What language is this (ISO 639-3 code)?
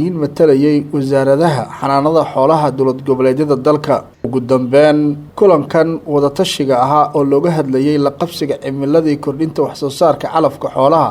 som